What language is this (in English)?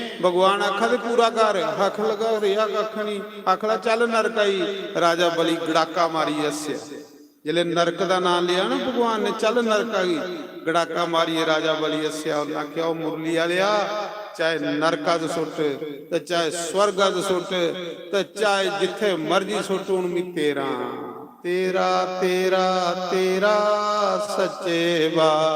Dogri